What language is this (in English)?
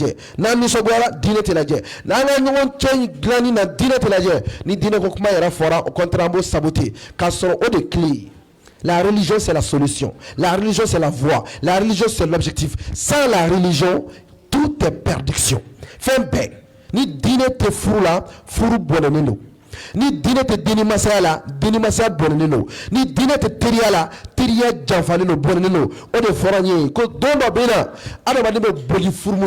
Bambara